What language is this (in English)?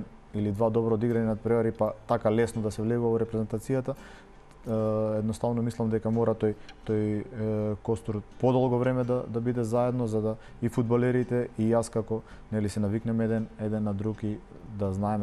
Macedonian